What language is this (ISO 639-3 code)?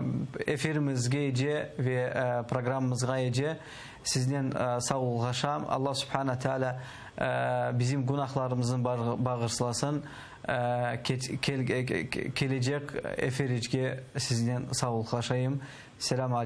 crh